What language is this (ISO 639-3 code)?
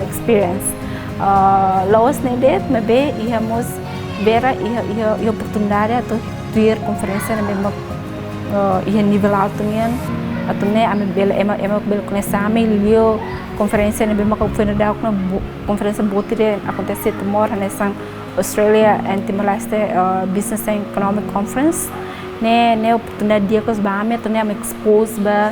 tet